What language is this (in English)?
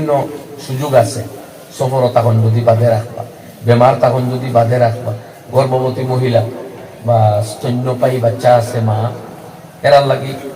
Sylheti